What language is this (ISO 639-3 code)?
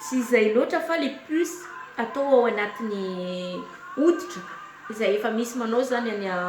mlg